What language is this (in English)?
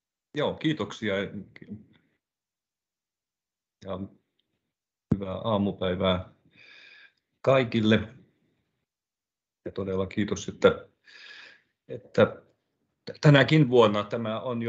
Finnish